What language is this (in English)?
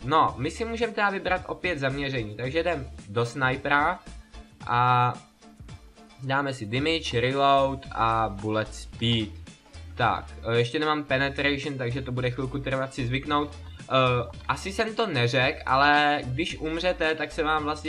Czech